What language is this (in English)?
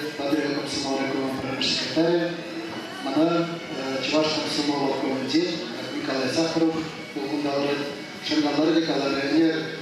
Chuvash